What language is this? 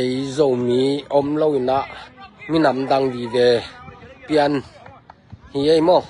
Tedim Chin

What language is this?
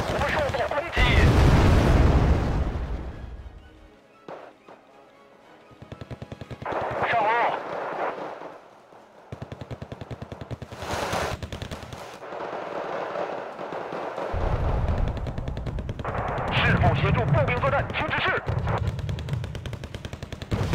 Chinese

